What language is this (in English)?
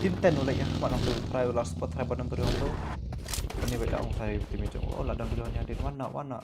Khasi